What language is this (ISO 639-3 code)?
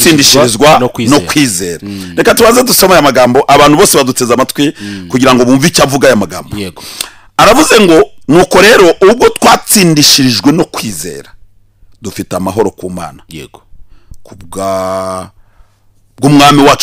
kin